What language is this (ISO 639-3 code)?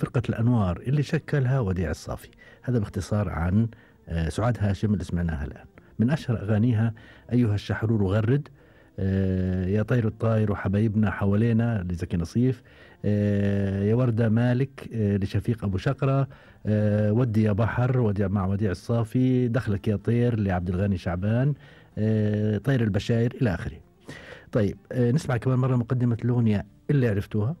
afb